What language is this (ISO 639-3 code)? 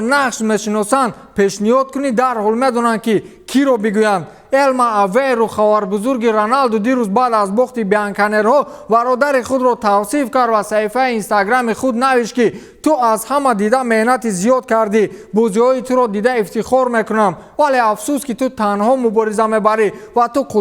tgk